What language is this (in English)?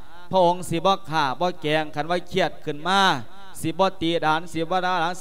Lao